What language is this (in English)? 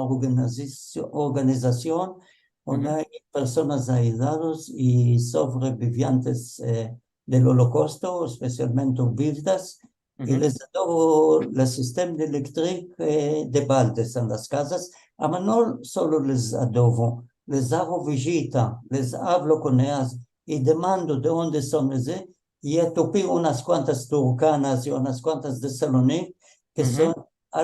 Ladino